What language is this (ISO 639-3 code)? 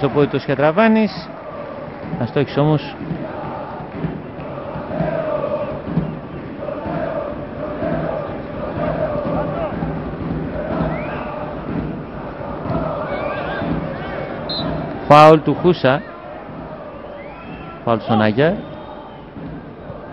ell